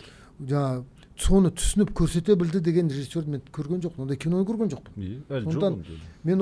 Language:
Kazakh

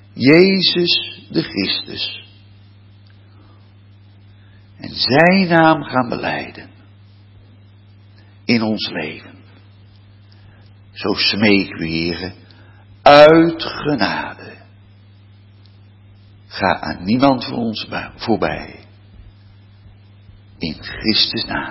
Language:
Dutch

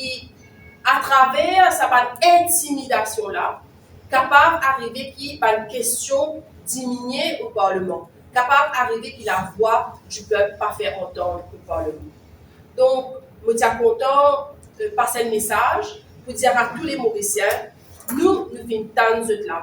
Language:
Morisyen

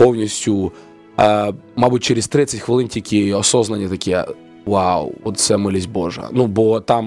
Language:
Ukrainian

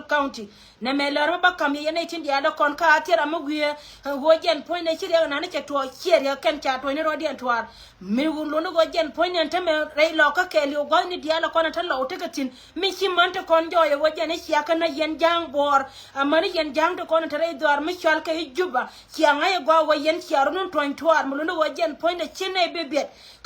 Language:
Nuer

